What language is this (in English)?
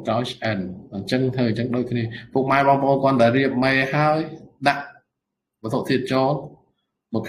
Khmer